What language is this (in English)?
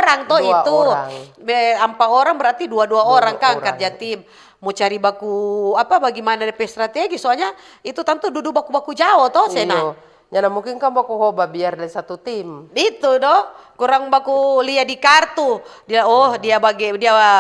Manado Malay